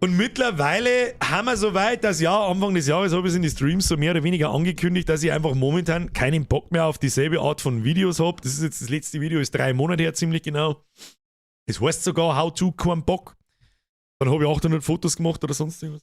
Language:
Bavarian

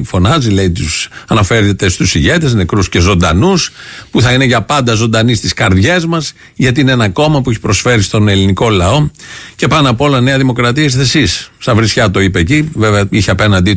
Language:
Greek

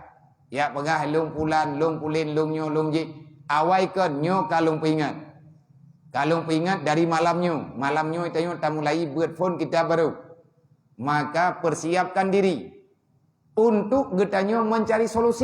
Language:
Achinese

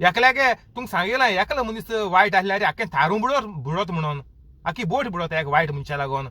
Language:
Konkani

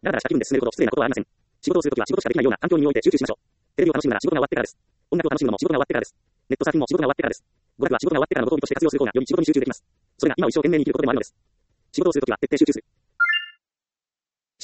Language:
Japanese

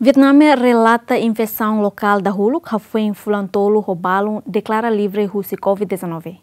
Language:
Tetum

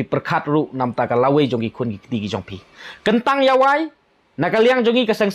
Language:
Khasi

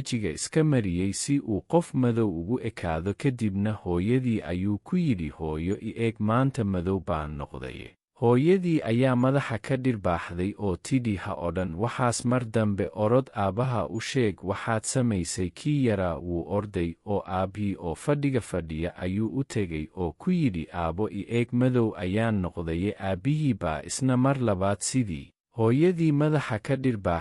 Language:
Somali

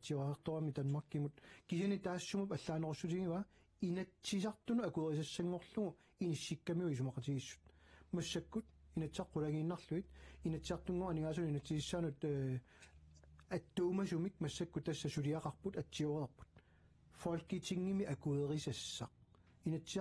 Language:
Kalaallisut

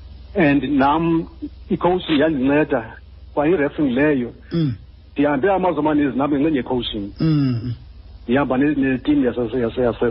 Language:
Xhosa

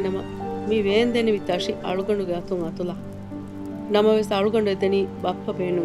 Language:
Divehi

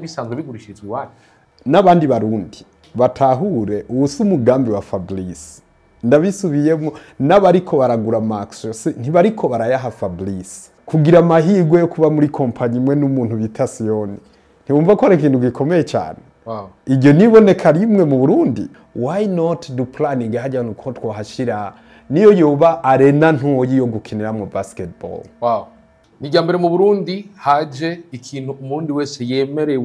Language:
Rundi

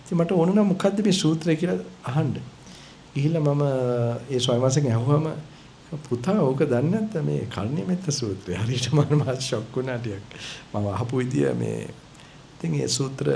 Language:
Sinhala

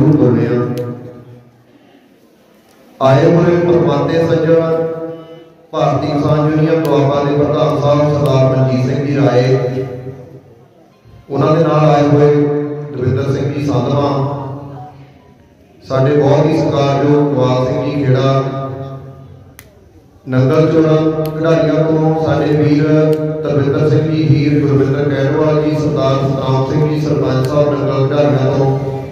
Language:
Punjabi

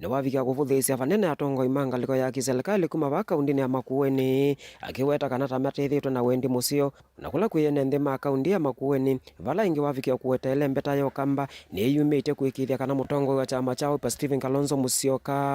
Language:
Kamba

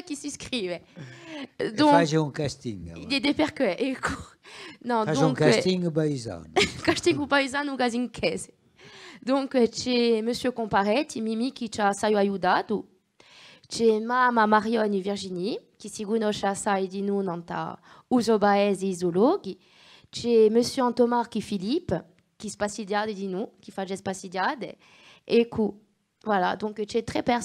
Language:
Corsican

